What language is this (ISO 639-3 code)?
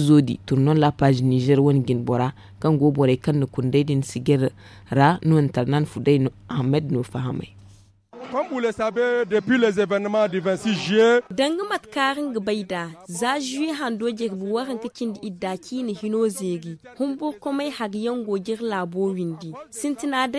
dje